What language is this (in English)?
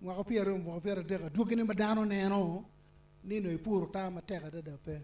Acoli